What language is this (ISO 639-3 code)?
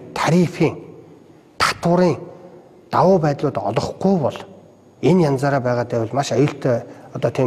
mon